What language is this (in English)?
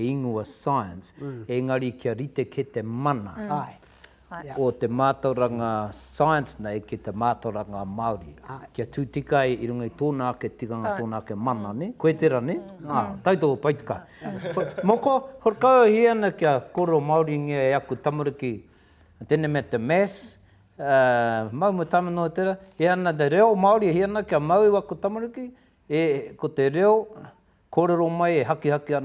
Māori